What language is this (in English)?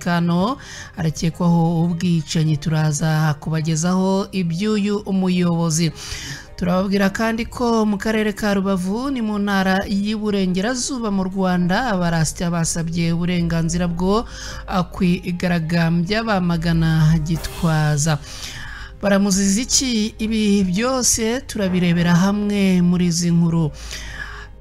Kinyarwanda